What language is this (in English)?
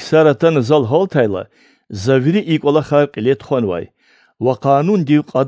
Lezghian